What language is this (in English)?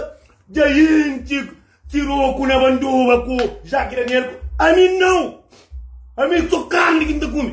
Kabuverdianu